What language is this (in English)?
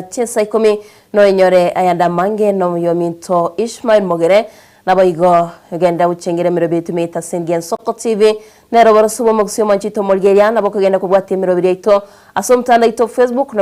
Gusii